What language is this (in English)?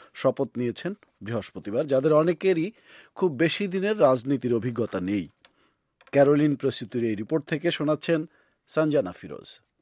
Bangla